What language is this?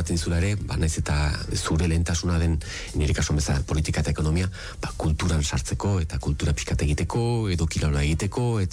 Basque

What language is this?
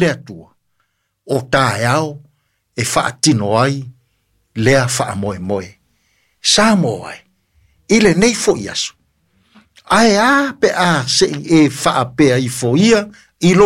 Samoan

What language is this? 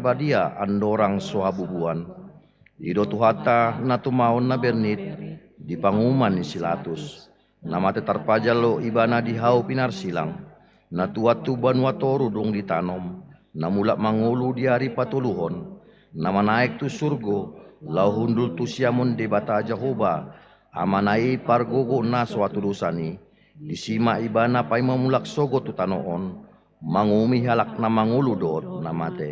Batak Toba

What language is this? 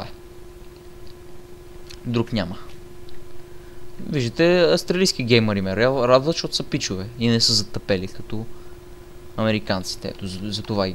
Bulgarian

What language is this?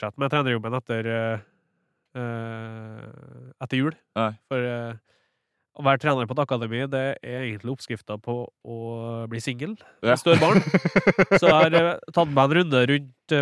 Norwegian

